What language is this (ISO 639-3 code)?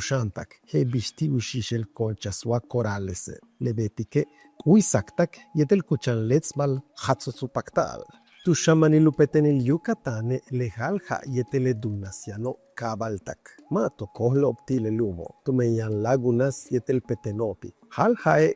yua